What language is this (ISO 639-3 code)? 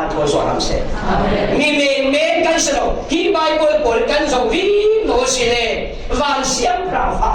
cfm